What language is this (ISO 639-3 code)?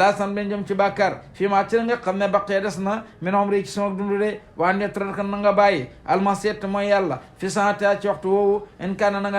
wol